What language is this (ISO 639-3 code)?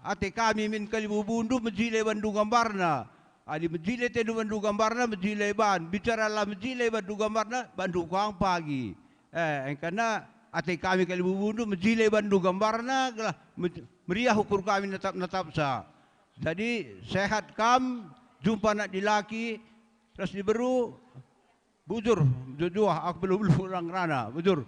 btx